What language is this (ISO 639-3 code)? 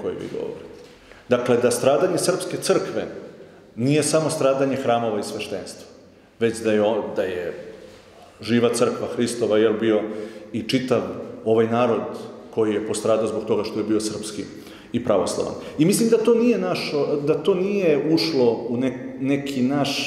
srp